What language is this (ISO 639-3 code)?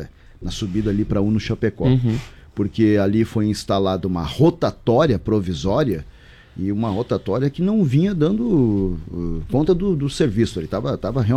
por